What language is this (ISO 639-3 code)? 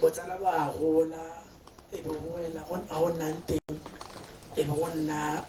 tsn